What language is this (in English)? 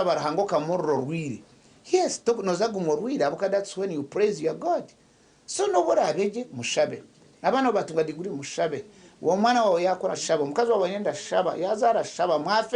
Nyankole